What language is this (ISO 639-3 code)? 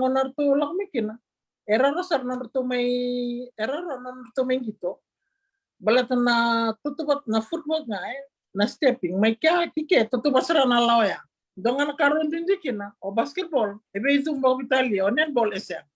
fij